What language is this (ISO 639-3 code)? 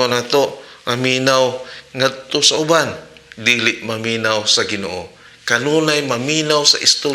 ceb